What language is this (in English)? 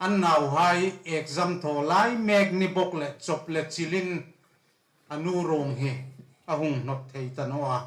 Hmar